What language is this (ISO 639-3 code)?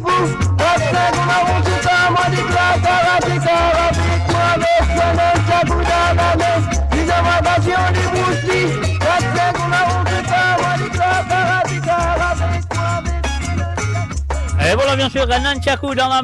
mfe